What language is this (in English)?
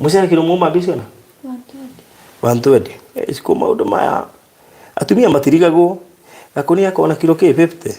Kikuyu